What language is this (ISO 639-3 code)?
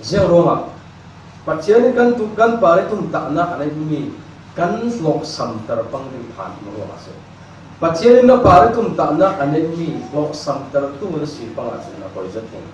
cfm